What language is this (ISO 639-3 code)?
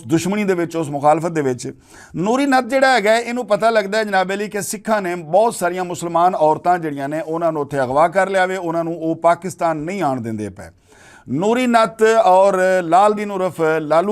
lah